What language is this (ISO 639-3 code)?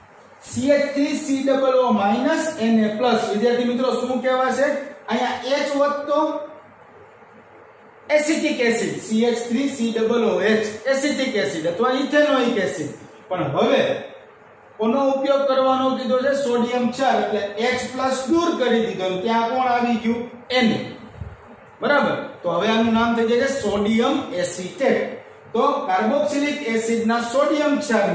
guj